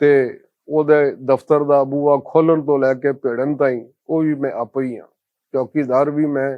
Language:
Western Panjabi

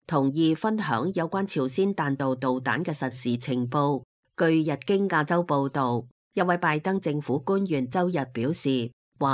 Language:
Cantonese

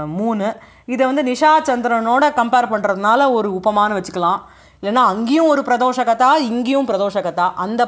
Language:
Tamil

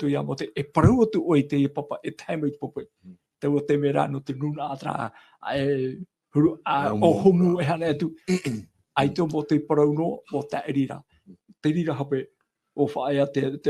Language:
Tahitian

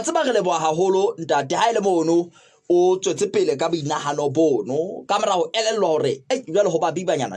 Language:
Southern Sotho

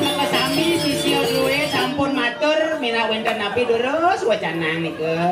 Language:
Balinese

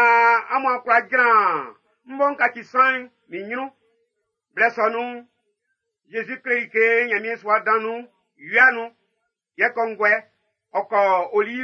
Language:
Baoulé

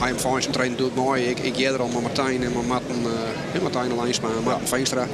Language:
Western Frisian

